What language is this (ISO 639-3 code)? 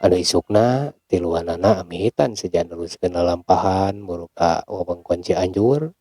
sun